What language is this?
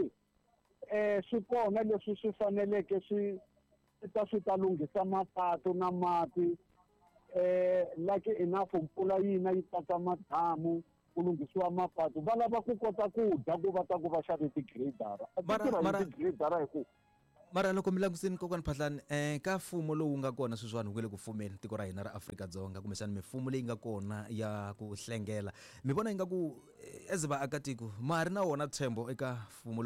Tsonga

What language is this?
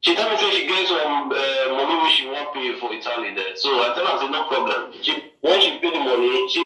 Nigerian Pidgin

